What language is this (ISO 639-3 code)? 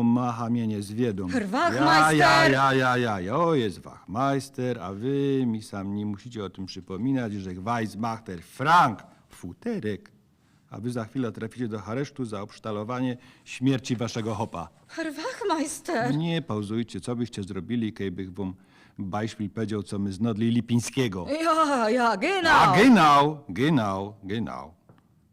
szl